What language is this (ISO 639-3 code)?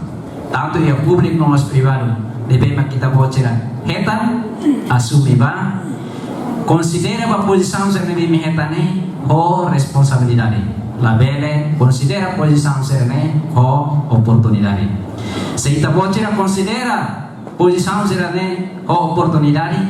tet